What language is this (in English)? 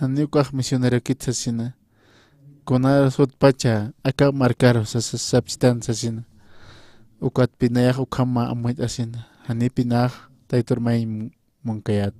Aymara